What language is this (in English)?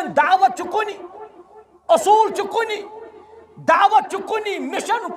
Kashmiri